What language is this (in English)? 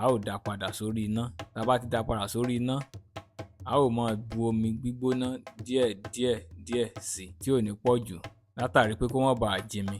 Yoruba